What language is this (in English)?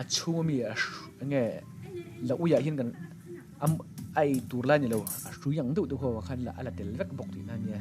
Mizo